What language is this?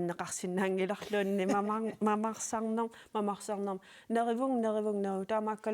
Kalaallisut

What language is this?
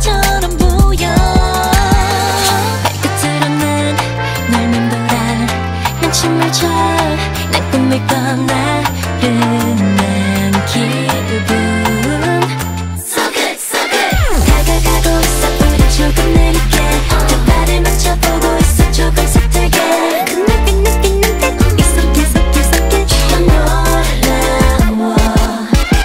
Korean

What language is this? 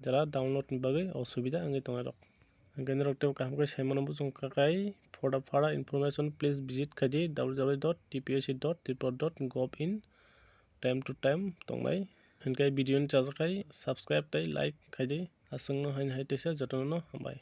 Kok Borok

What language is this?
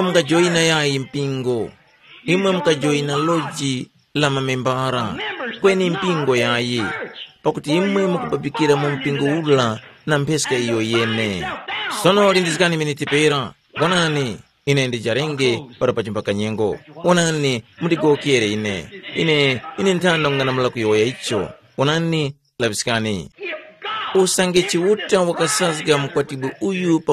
Tumbuka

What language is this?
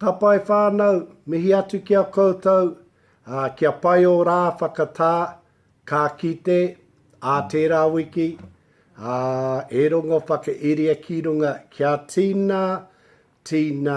Māori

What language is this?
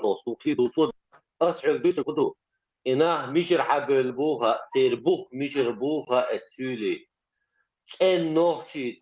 Chechen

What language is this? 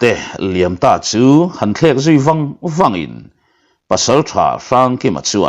Mizo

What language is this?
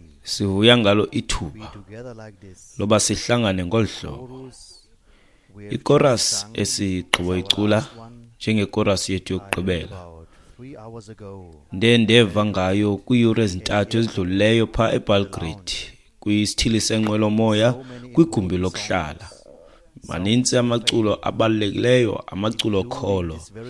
Xhosa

